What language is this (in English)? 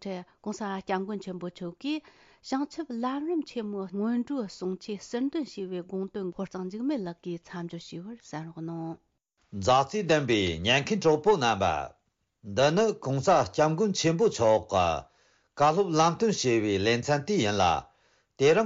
Tibetan